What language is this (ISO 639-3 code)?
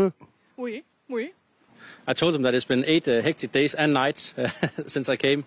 nld